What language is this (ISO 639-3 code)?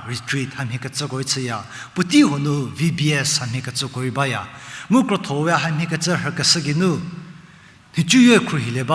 njm